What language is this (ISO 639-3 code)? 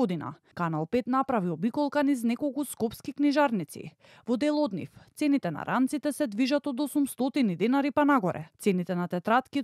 mkd